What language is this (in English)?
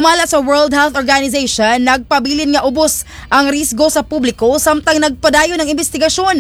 Cebuano